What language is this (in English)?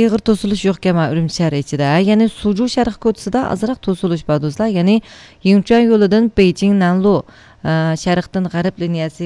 Uyghur